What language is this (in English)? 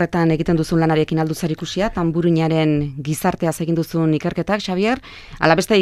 Basque